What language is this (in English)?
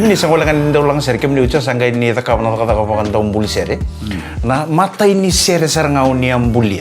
Fijian